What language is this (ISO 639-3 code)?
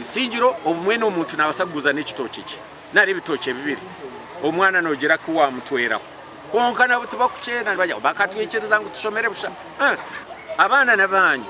nyn